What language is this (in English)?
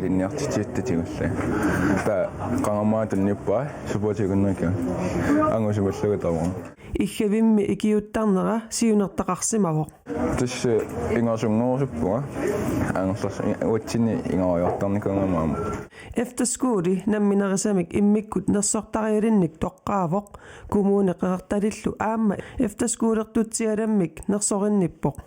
Kalaallisut